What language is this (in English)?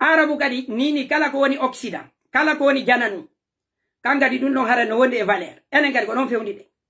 Pular